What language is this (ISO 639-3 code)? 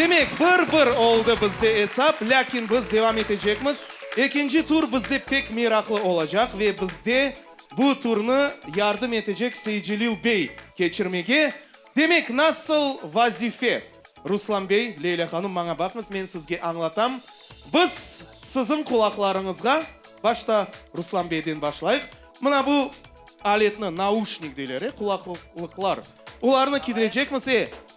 crh